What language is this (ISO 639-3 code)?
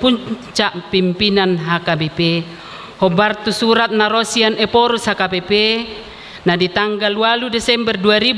bbc